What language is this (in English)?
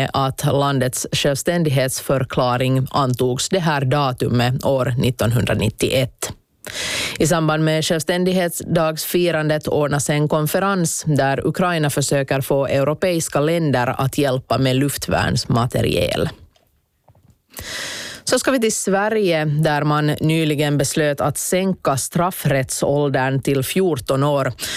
Swedish